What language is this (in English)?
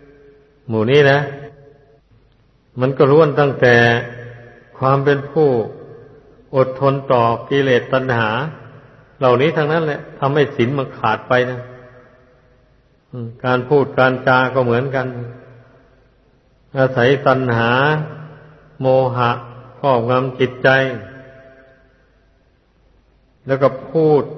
Thai